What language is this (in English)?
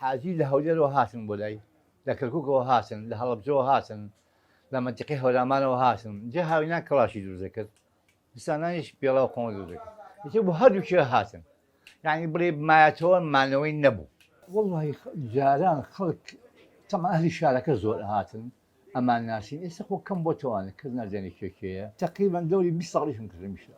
Central Kurdish